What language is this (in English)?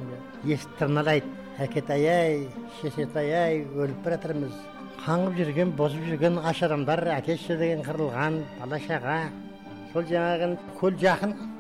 Kazakh